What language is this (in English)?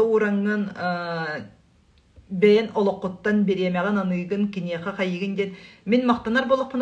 Yakut